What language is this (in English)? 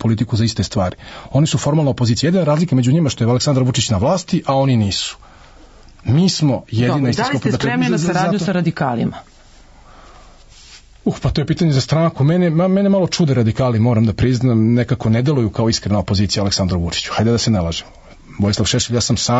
Serbian